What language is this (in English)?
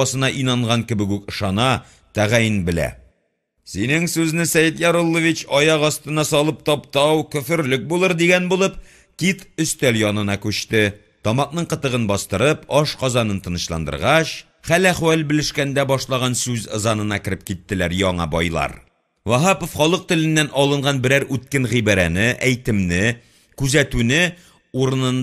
Tatar